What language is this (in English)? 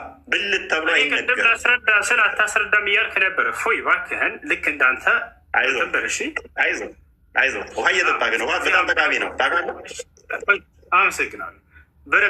Amharic